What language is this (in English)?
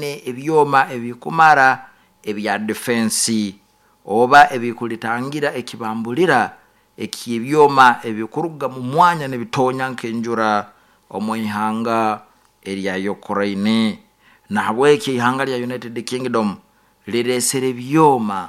Nyankole